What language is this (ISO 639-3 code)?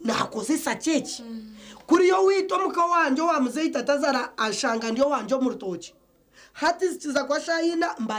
nyn